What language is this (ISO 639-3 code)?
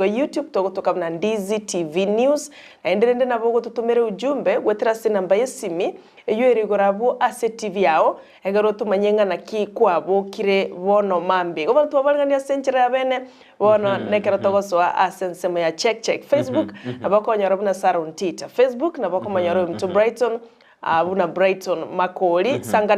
guz